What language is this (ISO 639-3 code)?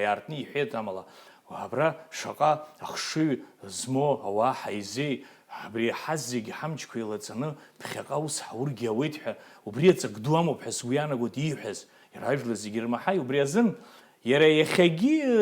abk